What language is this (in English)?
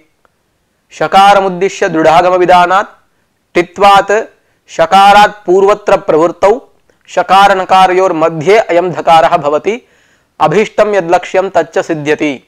Sanskrit